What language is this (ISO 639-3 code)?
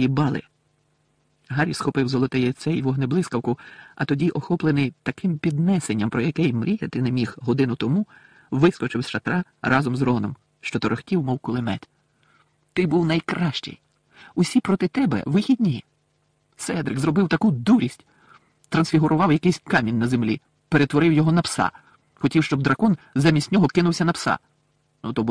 ukr